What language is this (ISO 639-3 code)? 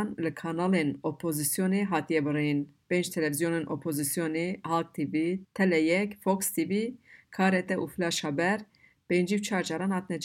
kur